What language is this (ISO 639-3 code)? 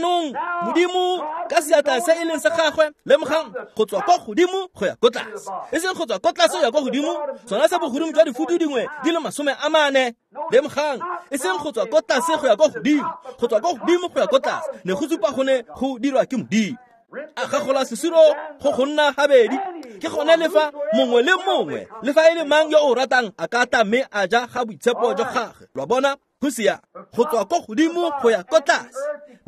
tsn